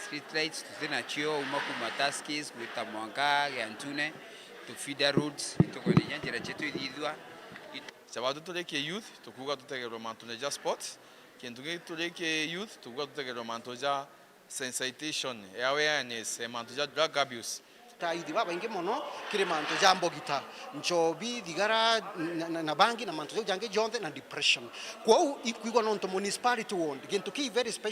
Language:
Meru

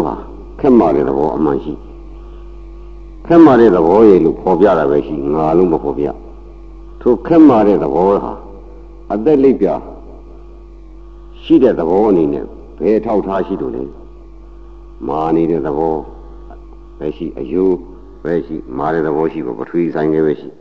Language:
Burmese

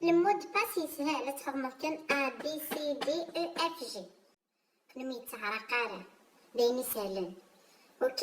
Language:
Kabyle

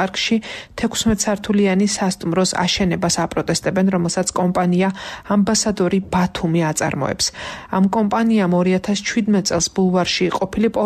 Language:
Georgian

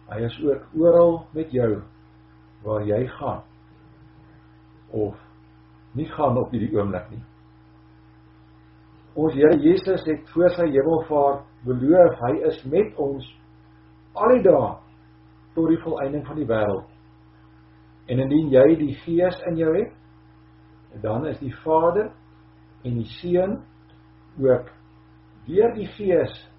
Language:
Afrikaans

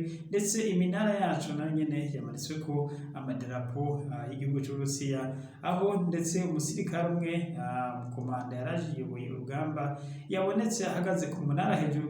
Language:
Rundi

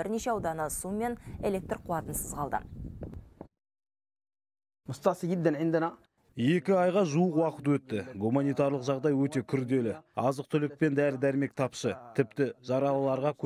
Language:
Kazakh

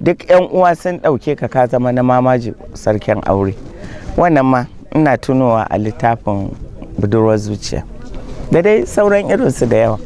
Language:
Hausa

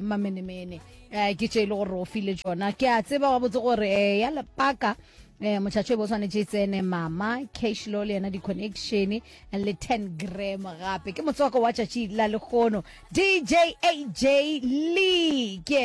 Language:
Northern Sotho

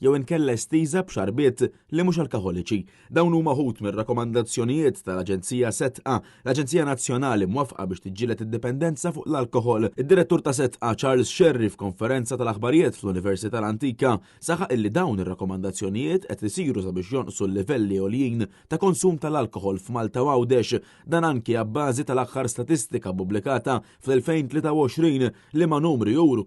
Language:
Maltese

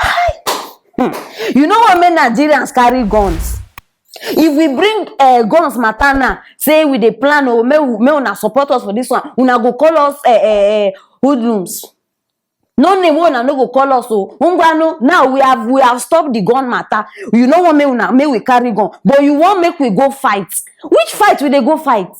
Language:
Nigerian Pidgin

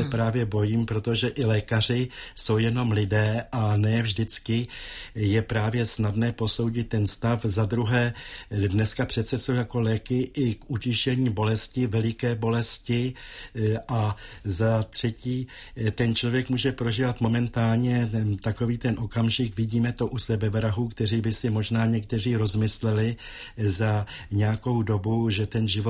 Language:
Czech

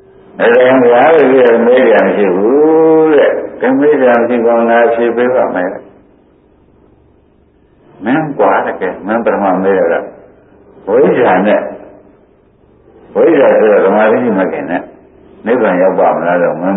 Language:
Burmese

